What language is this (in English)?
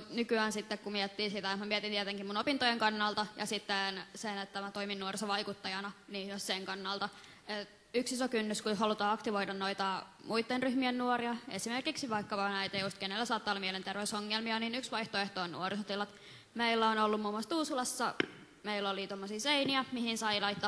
Finnish